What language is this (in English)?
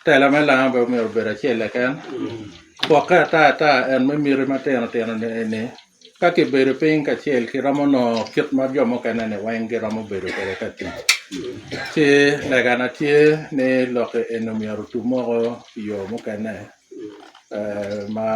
Lango (Uganda)